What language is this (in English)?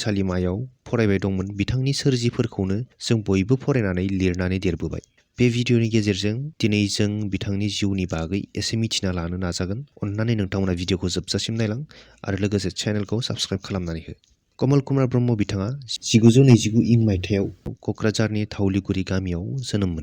Bodo